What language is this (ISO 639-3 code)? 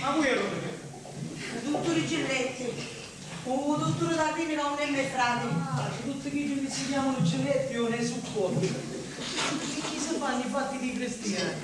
scn